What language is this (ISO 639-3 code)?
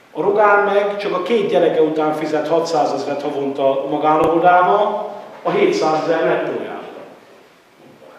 hun